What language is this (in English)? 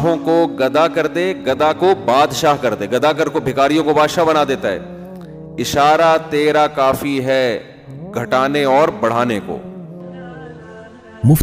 Urdu